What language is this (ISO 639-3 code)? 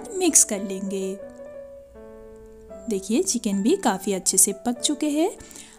hin